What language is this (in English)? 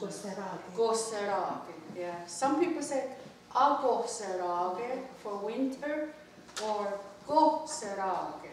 Mohawk